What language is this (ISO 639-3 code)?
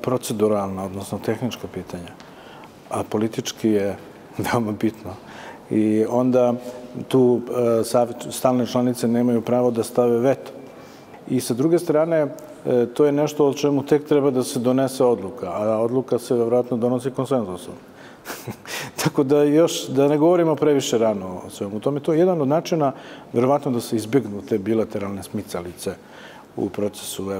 hrv